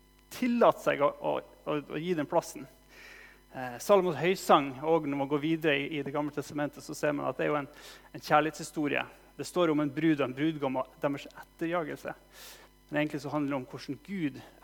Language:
Norwegian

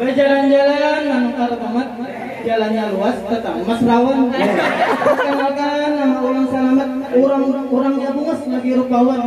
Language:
Banjar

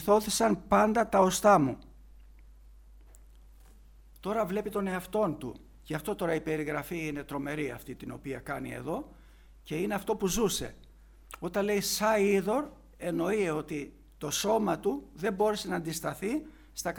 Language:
Greek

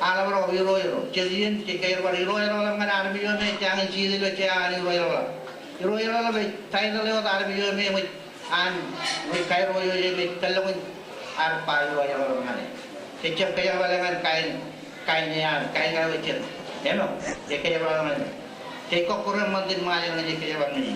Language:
Marshallese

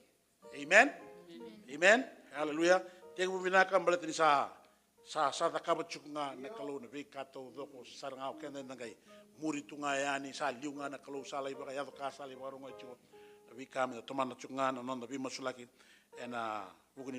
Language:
Fijian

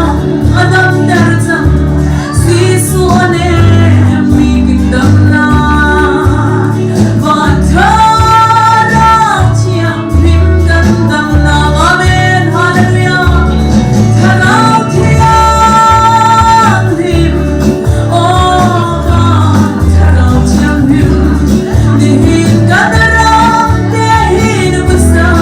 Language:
Hakha Chin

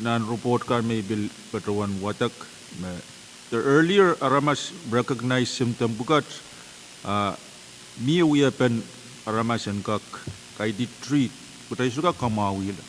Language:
Pohnpeian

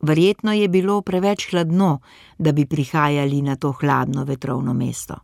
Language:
Slovenian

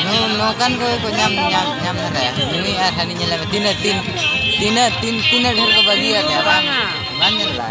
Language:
Santali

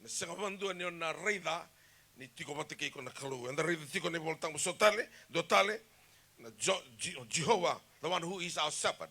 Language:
Fijian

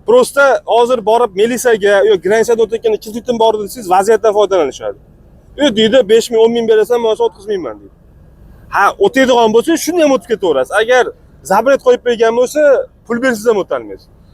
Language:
Uzbek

